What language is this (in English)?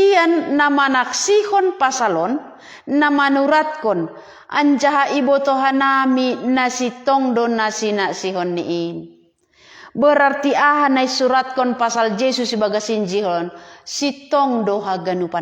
Batak Simalungun